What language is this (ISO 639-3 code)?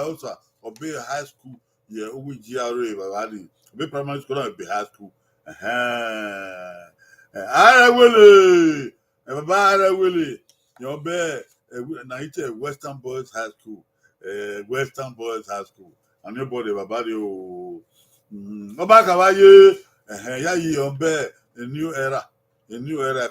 bin